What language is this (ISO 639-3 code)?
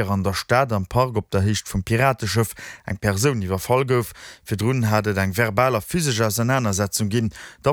ltz